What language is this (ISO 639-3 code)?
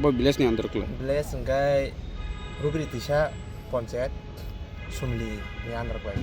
trp